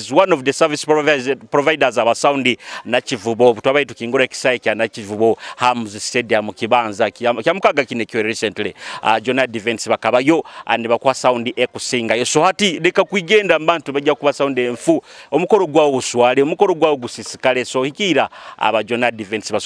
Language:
Nyoro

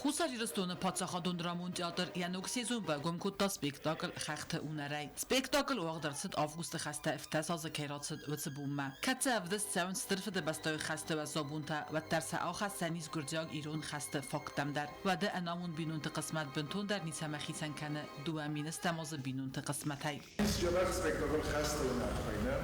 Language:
Ossetic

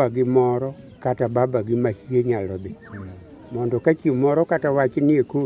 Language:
Luo (Kenya and Tanzania)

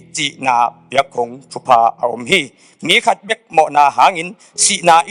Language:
Tedim Chin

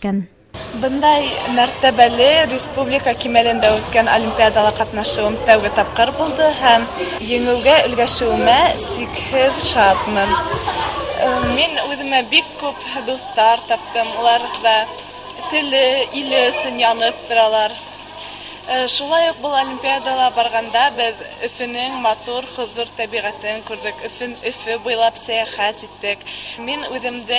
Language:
Bashkir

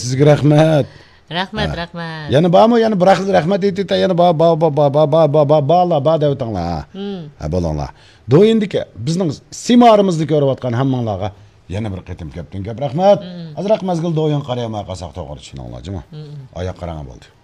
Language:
Uyghur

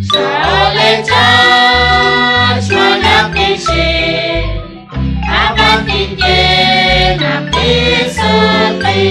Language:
Kekchí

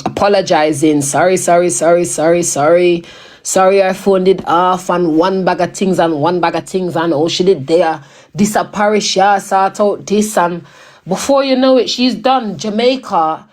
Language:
Jamaican Creole English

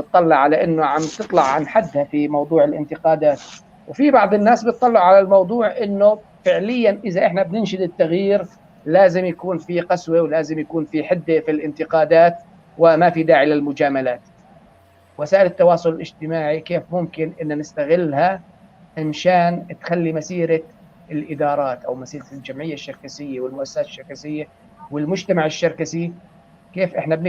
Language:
North Levantine Arabic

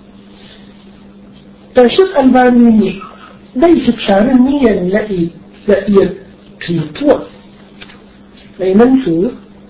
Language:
Thai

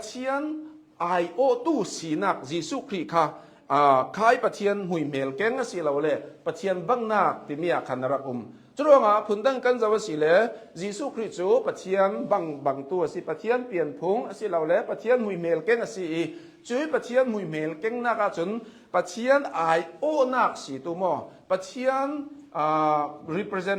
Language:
Hakha Chin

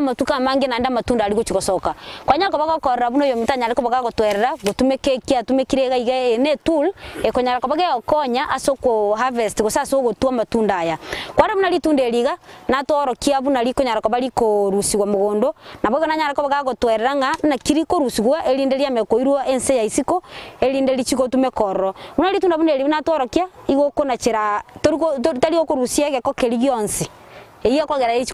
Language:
Gusii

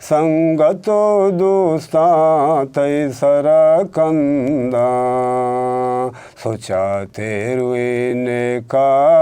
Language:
Eastern Balochi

